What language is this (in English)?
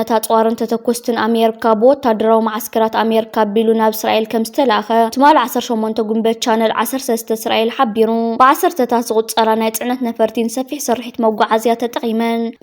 Tigrinya